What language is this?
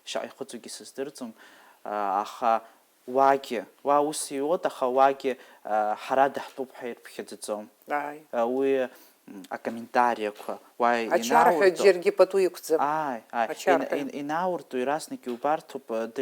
Abkhazian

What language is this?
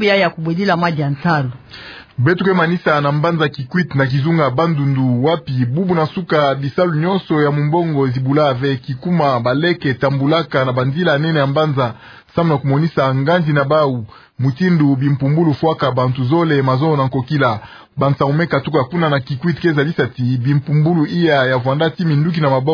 Kituba (Democratic Republic of Congo)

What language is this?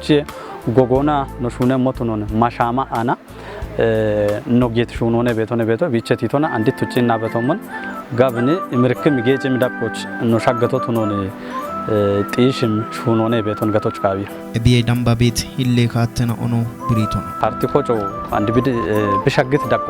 Kafa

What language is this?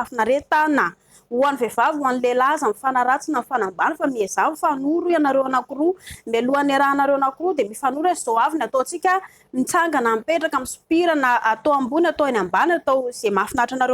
Malagasy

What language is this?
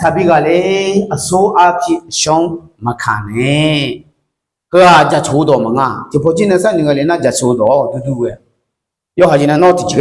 Akha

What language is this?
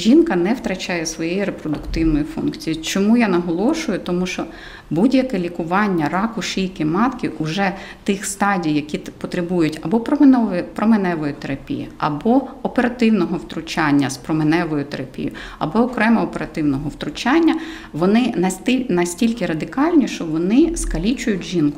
Ukrainian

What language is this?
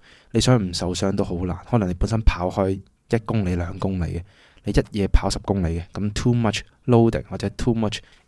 Cantonese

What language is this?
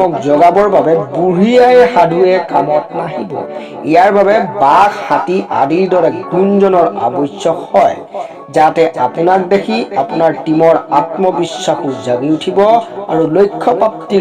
Assamese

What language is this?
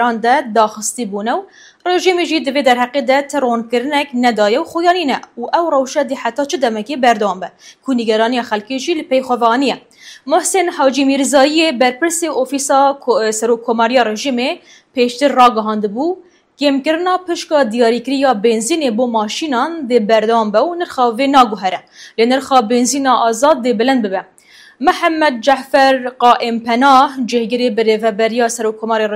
Kurdish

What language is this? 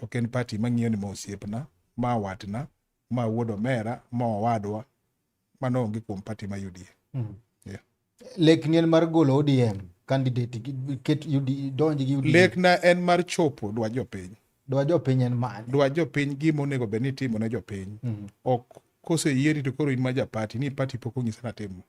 Luo (Kenya and Tanzania)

